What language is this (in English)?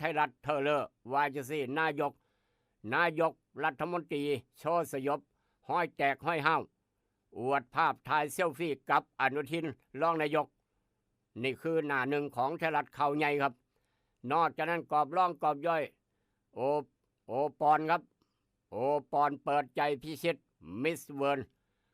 Northeastern Thai